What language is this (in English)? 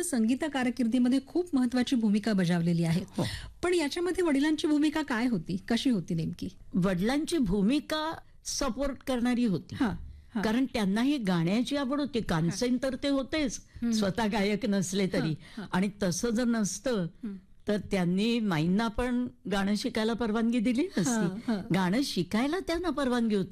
Marathi